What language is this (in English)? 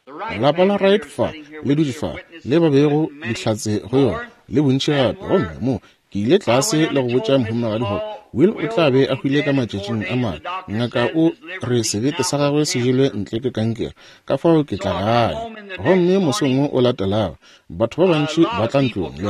Northern Sotho